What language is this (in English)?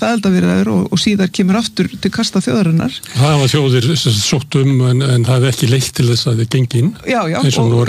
Icelandic